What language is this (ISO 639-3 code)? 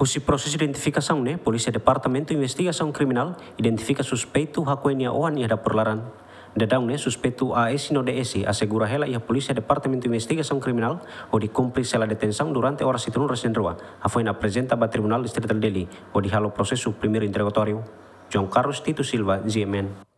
tet